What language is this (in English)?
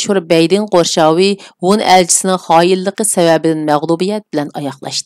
Uyghur